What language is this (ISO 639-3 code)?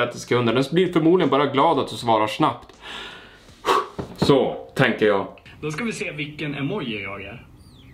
swe